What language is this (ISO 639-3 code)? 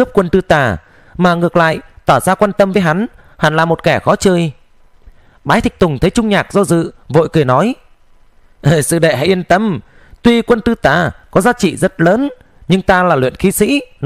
vie